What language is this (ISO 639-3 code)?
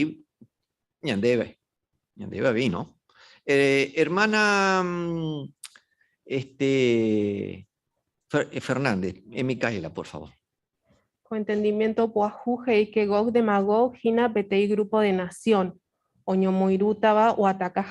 grn